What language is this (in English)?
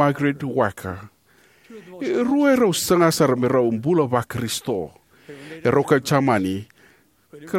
Fijian